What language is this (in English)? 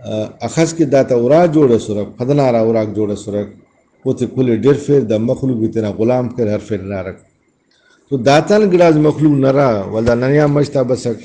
Brahui